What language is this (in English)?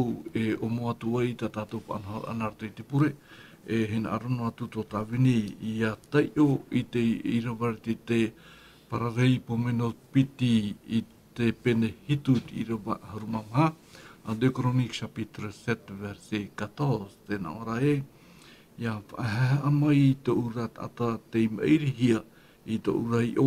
Tahitian